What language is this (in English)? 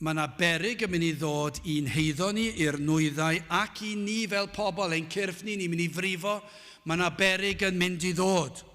Welsh